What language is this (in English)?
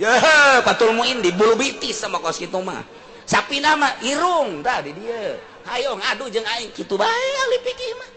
Sundanese